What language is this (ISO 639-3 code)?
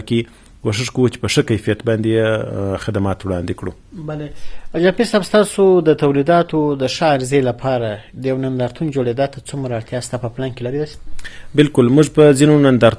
pus